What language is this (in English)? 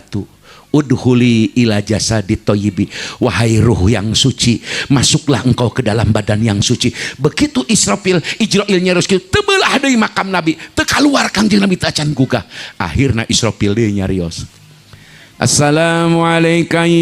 Sundanese